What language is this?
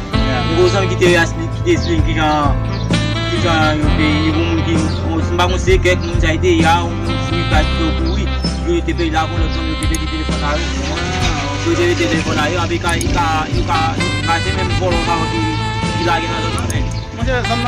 Haitian Creole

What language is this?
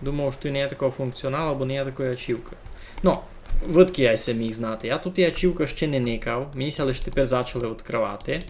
Rusyn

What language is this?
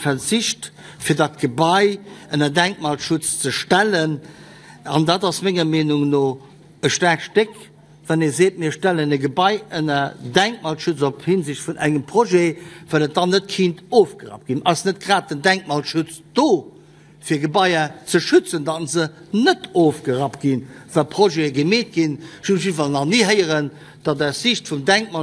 Luxembourgish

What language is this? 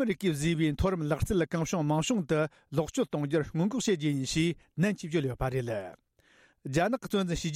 Tibetan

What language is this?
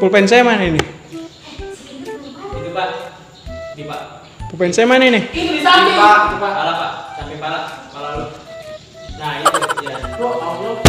Betawi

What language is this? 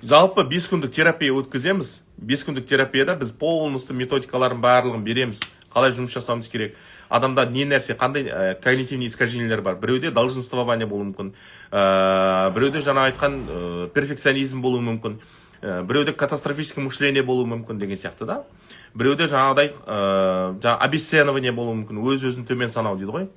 Kazakh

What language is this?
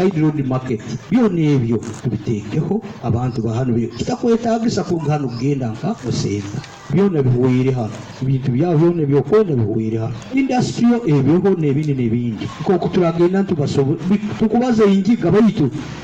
Nyoro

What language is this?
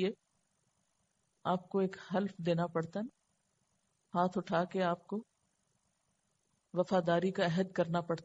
Urdu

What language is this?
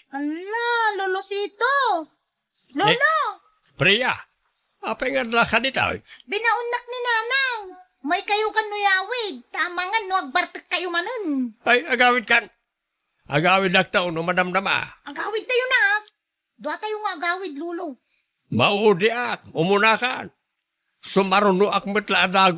Iloko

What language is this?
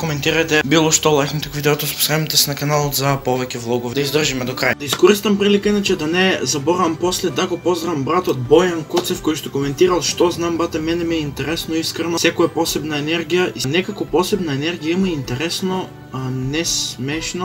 Macedonian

